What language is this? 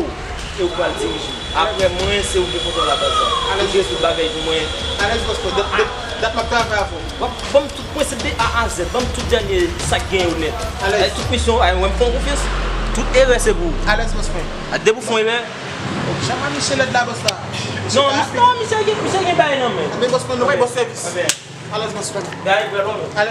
Haitian Creole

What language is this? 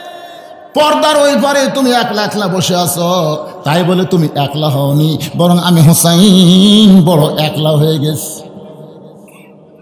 Bangla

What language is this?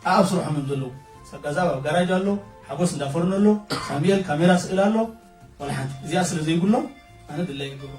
Tigrinya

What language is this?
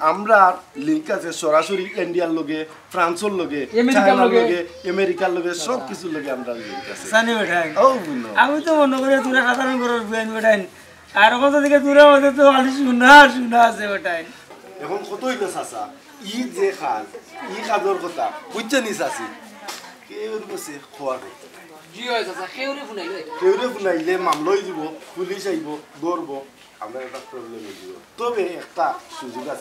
Sylheti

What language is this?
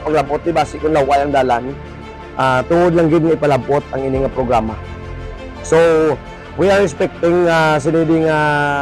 Hiligaynon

